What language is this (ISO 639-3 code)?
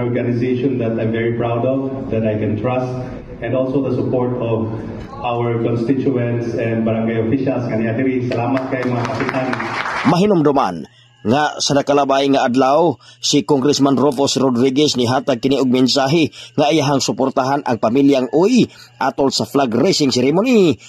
ceb